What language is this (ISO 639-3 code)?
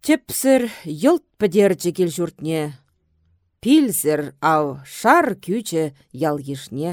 chv